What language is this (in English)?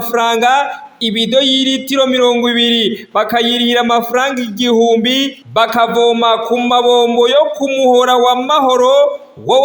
Rundi